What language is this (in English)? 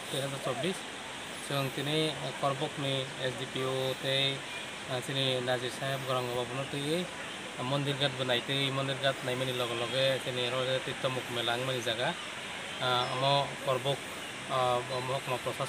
Kok Borok